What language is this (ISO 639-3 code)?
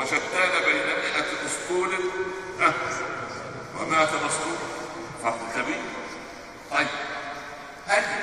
ara